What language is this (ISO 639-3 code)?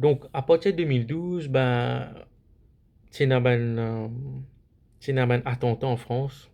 mfe